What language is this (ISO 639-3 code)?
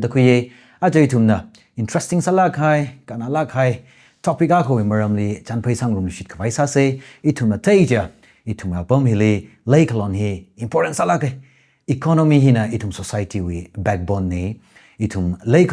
nmf